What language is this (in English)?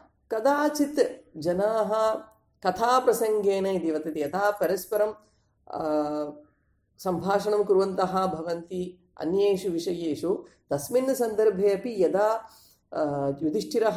Sanskrit